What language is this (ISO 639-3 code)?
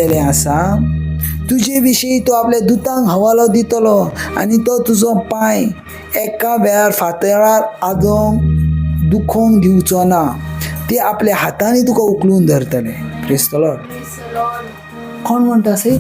kok